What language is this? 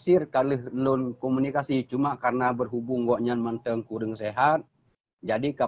Achinese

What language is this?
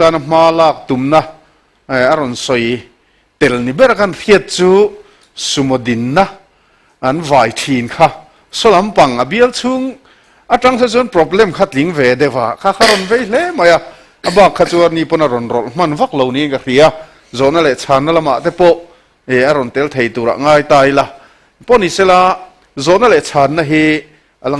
Mizo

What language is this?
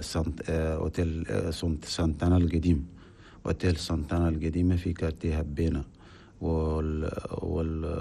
Chadian Arabic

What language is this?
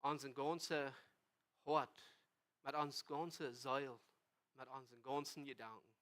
Plautdietsch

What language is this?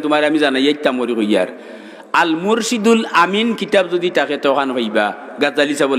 Sylheti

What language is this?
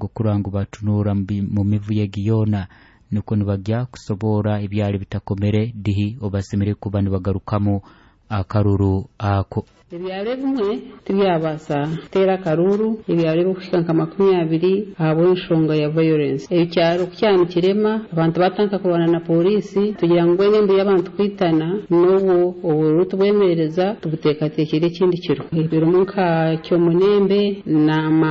Nyoro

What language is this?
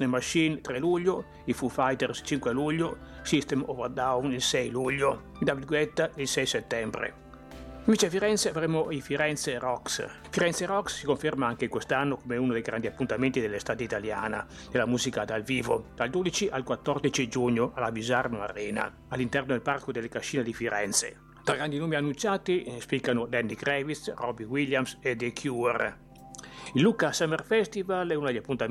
Italian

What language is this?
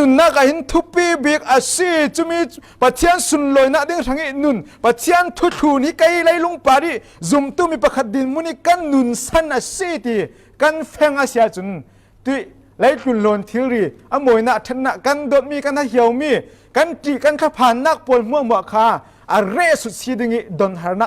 Falam Chin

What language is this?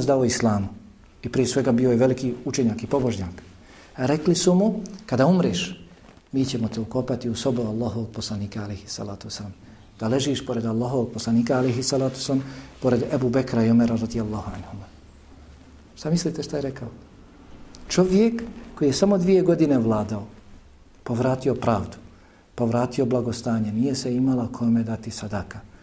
Bosnian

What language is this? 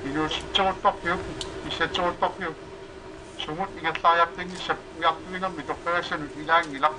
Kalaallisut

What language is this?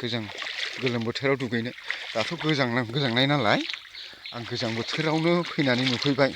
Bodo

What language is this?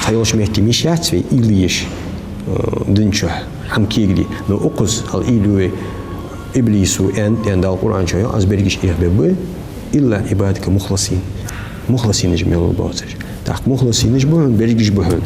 Ingush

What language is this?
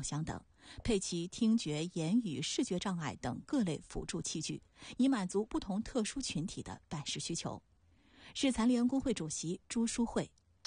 Chinese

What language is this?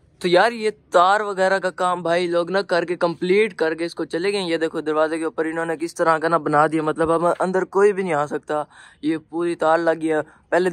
Hindi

